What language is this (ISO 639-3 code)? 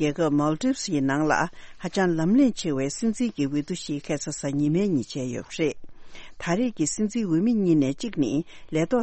bod